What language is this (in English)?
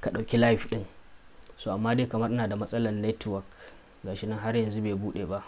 Hausa